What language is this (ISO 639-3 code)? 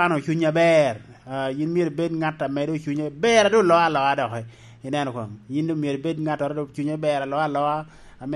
laj